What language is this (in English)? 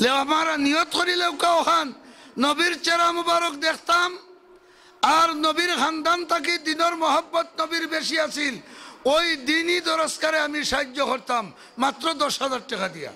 Sylheti